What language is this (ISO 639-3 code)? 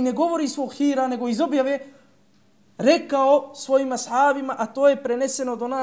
bos